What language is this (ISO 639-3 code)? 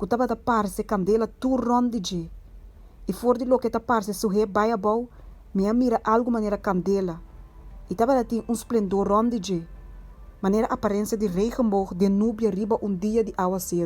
pap